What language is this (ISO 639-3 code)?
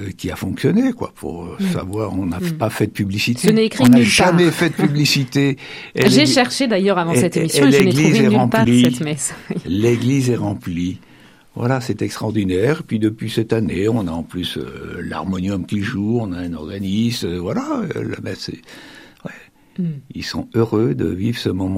fra